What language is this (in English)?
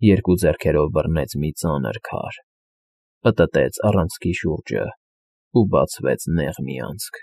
Armenian